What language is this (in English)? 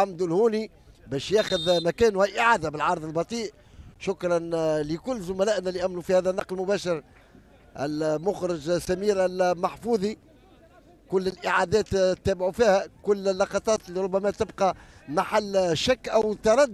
Tunisian Arabic